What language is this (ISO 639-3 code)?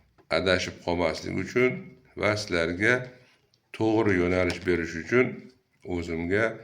uzb